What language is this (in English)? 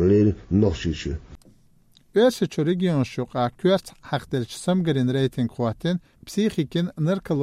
Chechen